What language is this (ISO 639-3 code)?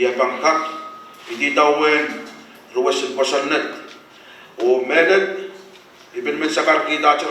pon